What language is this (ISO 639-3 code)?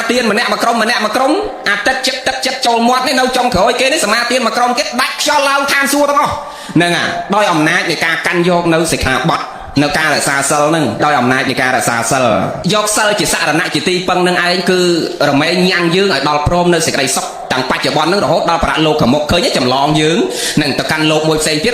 khm